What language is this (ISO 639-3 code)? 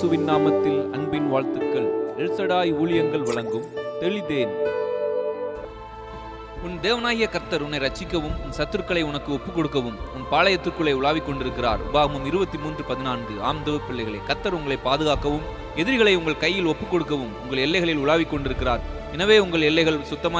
tam